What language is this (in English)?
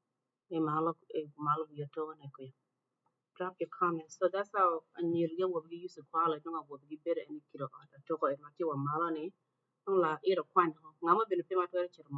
Acoli